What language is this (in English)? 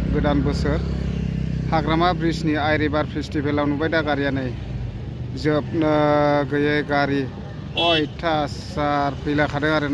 Bodo